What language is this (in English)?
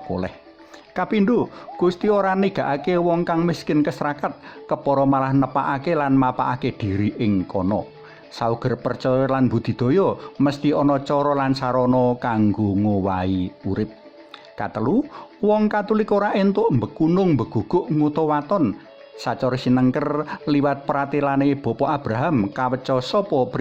Javanese